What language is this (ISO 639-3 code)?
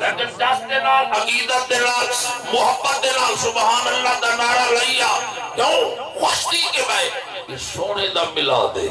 skr